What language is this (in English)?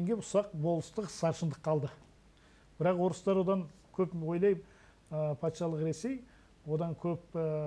Kazakh